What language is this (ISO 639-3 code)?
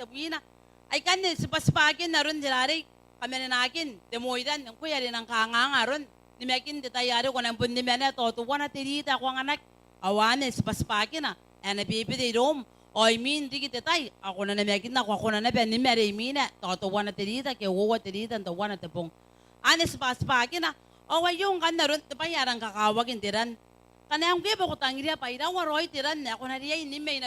gil